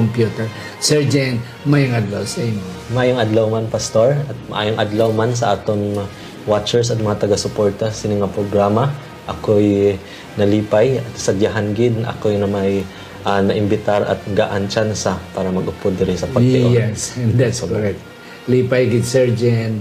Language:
Hiligaynon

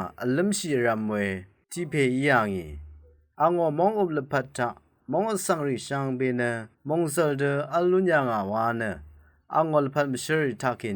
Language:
Rawang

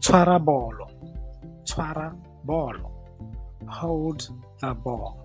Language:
Tswana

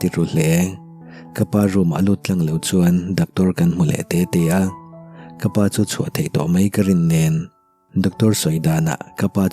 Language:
Mizo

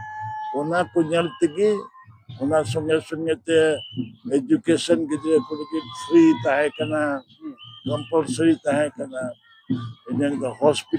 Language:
Santali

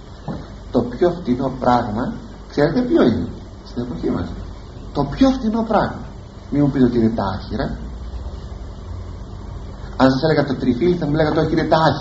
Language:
Greek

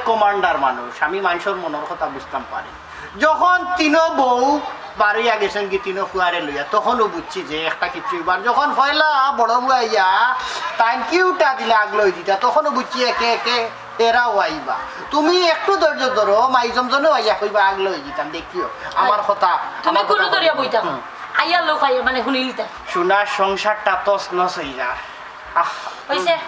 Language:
Sylheti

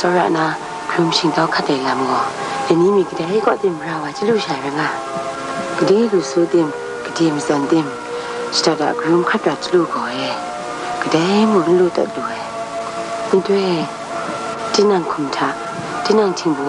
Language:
Kachin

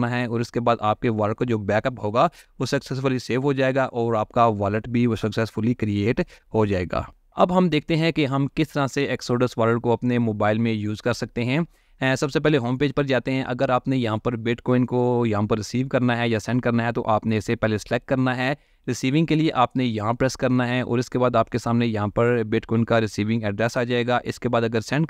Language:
Hindi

